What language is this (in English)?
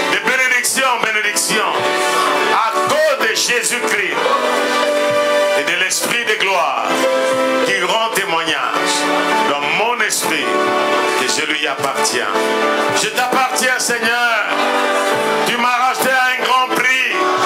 French